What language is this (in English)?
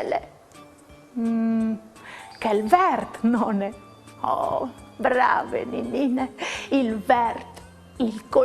Friulian